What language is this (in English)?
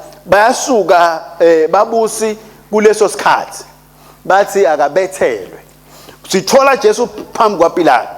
Swati